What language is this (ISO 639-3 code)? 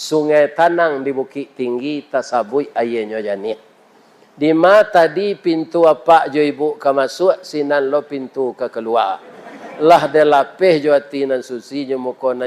min